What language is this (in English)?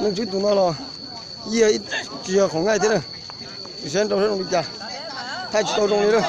Hmong